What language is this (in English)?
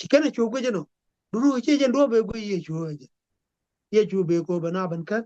Nuer